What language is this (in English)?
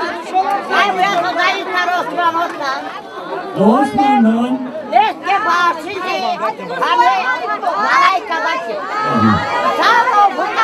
Turkish